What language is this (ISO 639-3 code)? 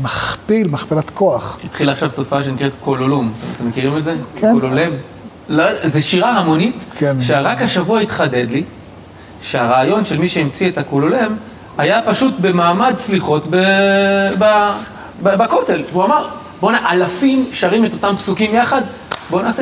heb